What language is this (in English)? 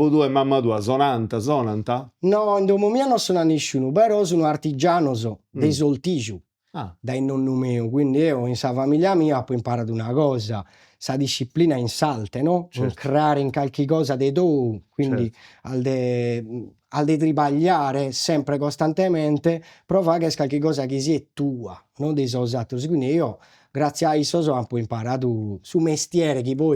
Sardinian